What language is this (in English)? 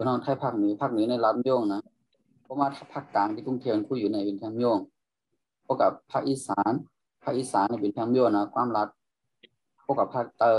Shan